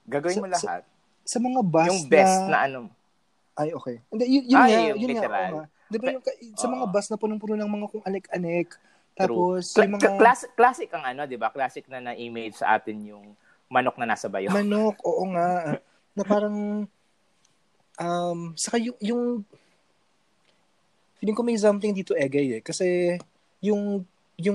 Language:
Filipino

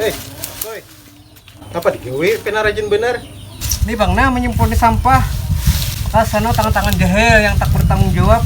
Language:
Banjar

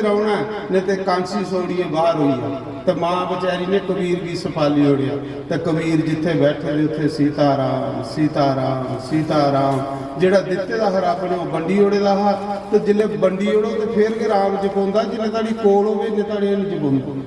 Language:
Dogri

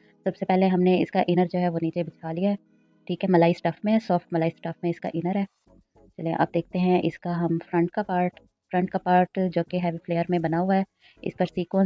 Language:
Hindi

